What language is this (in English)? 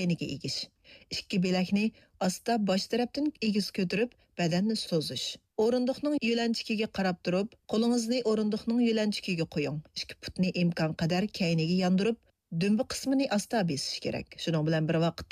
Uyghur